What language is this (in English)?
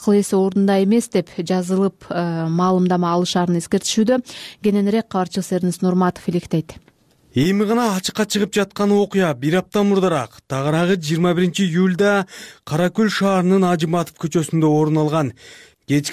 Kyrgyz